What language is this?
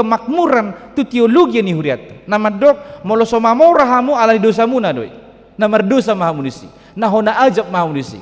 Batak Toba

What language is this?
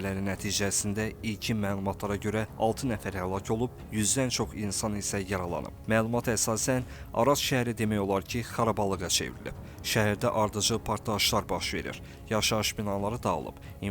Azerbaijani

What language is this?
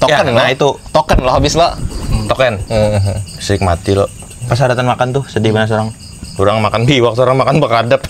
Banjar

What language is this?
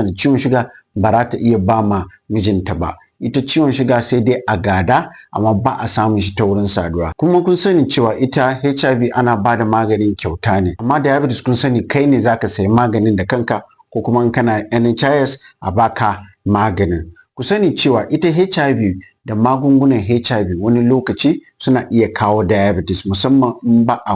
Hausa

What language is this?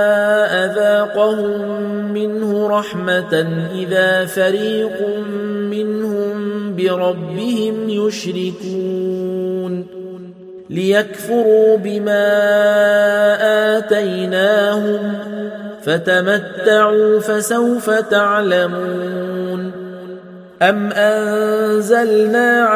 Arabic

